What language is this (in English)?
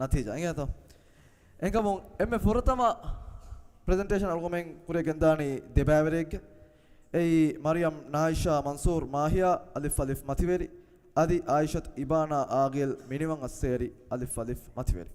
Divehi